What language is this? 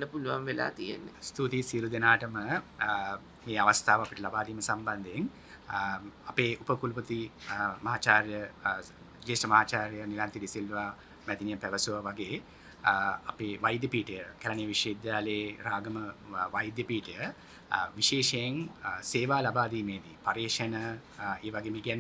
Sinhala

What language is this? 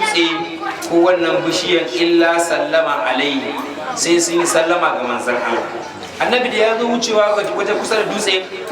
Hausa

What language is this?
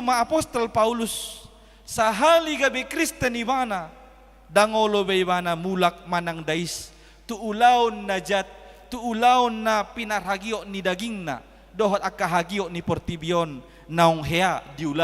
Batak Toba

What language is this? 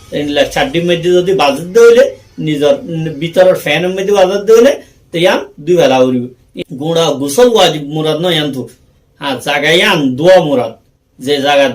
Rohingya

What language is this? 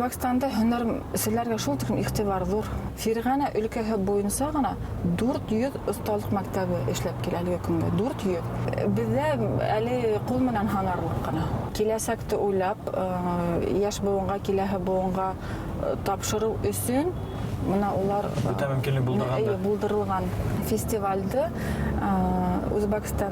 Bashkir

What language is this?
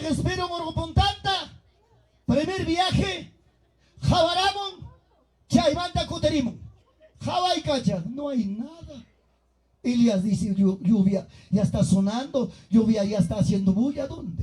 Ayacucho Quechua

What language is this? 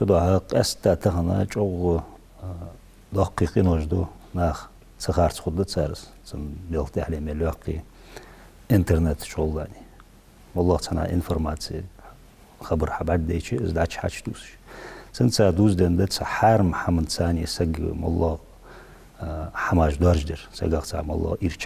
Ingush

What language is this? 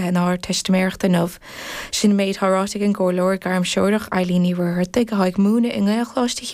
Irish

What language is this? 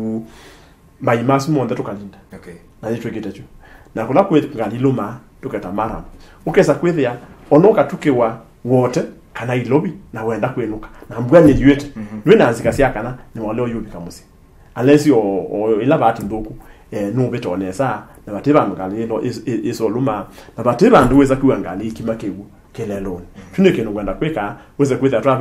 Kamba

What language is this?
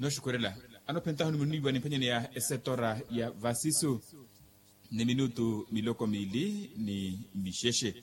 Makhuwa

